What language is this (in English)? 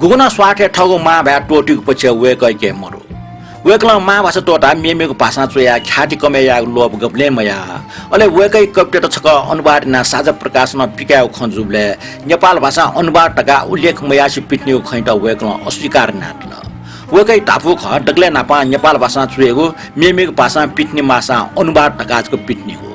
Newari